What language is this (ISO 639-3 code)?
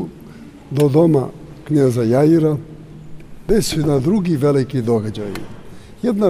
srp